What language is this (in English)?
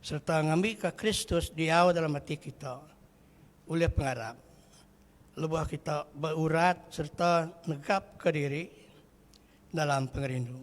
Iban